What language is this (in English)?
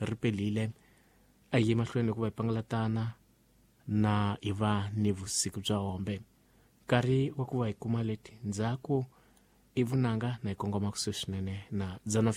Tsonga